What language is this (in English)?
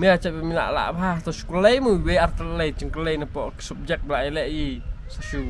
Khasi